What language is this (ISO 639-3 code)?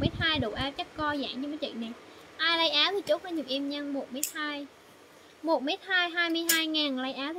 vie